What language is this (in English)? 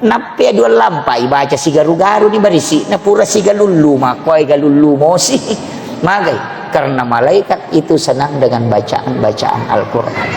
Buginese